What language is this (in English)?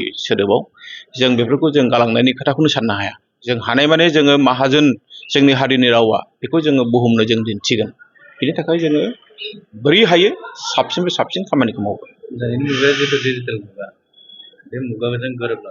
Bodo